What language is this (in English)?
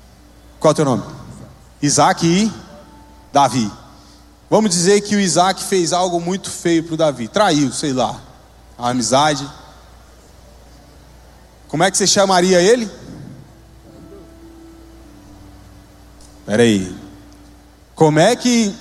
Portuguese